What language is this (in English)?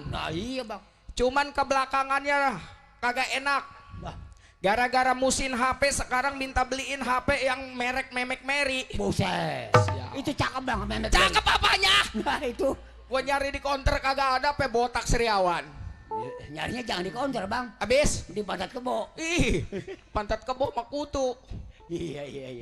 Betawi